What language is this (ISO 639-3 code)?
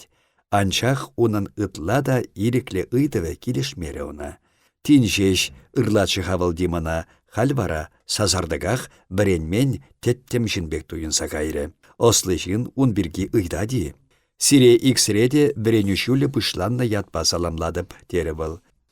chv